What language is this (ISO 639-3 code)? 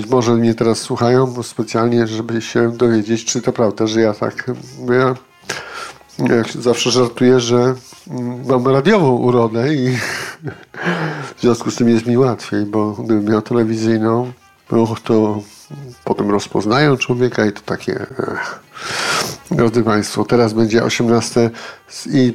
pol